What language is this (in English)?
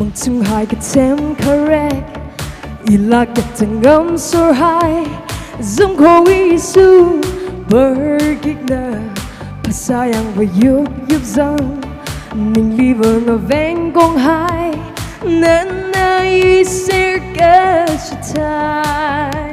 Tangkhul Naga (India)